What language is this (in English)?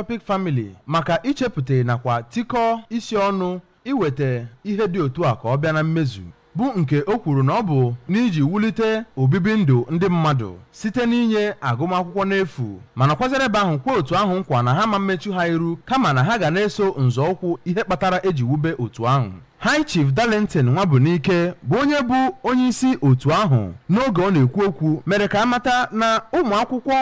Igbo